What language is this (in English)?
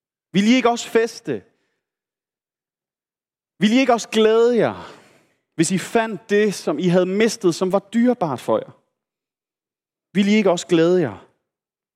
Danish